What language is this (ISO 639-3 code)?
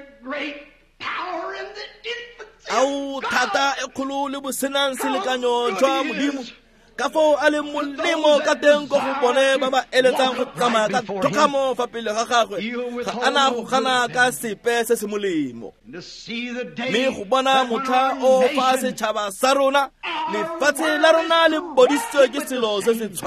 tsn